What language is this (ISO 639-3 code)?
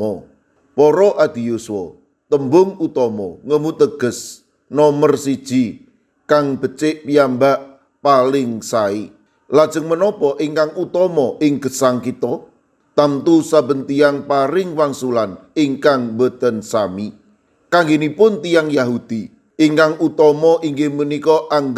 jav